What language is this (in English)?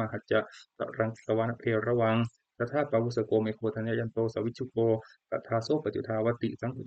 Pali